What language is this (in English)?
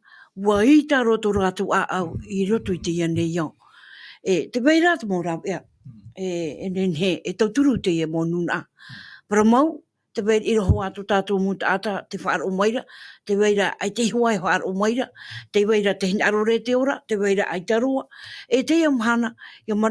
Tahitian